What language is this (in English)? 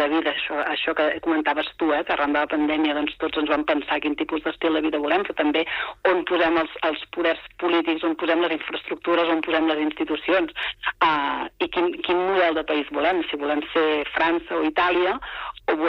Catalan